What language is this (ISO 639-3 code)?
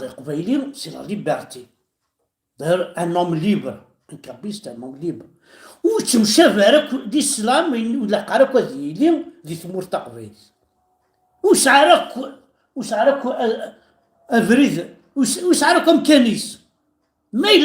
kab